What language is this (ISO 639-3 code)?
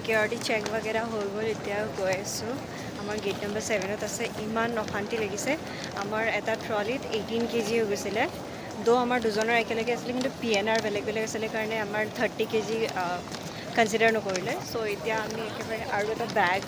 asm